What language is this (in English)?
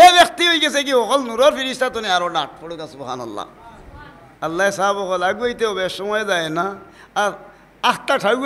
Sylheti